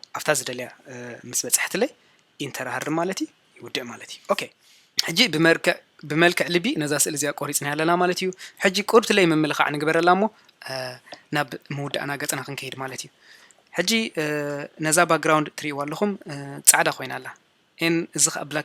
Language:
Tigrinya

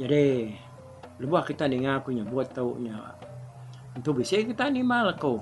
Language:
Iban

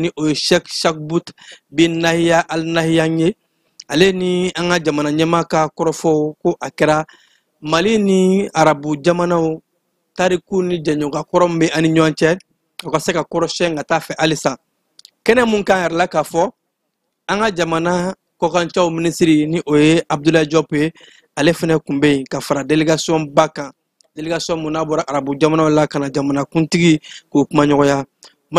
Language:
Bambara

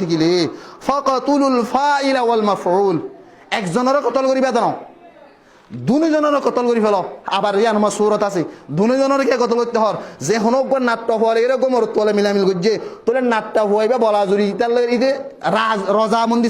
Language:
Rohingya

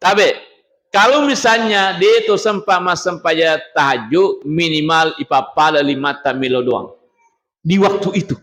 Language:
Buginese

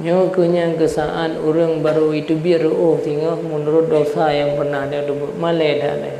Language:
Achinese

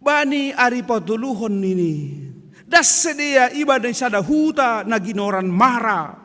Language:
Batak Simalungun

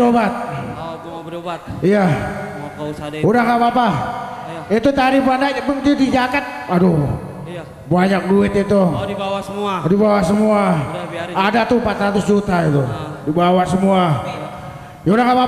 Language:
Betawi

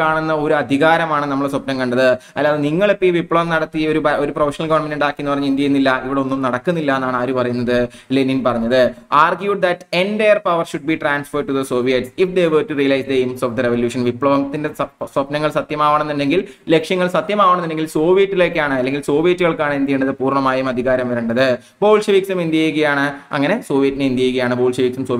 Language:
Malayalam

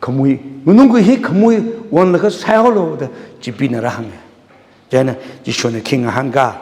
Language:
Tangkhul Naga (India)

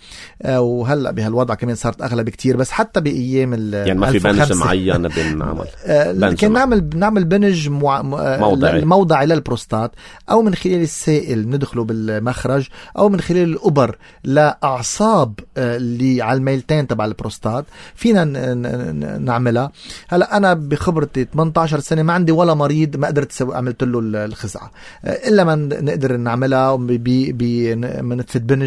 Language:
North Levantine Arabic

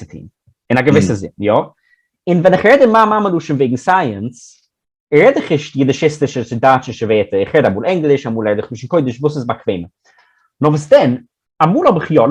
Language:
Yiddish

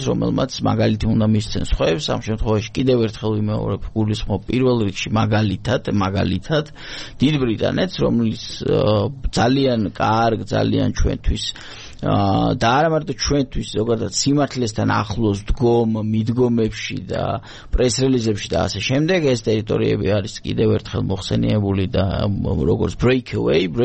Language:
Georgian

